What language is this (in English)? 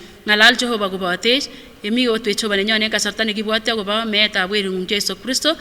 Kipsigis